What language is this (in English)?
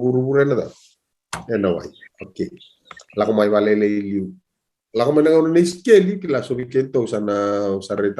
Fijian